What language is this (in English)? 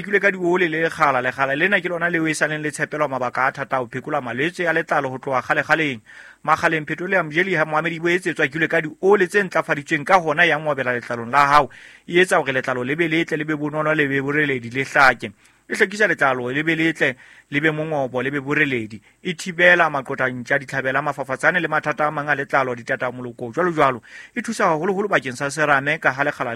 Southern Sotho